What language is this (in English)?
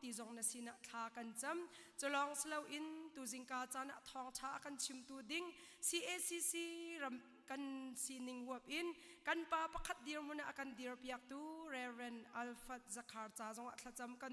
Hakha Chin